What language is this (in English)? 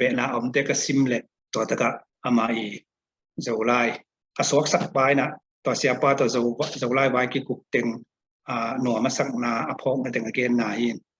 Tedim Chin